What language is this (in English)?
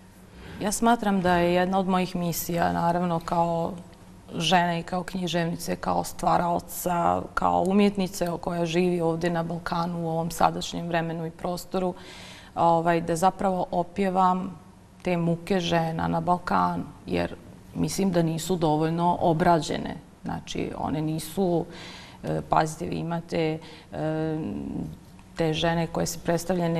Bosnian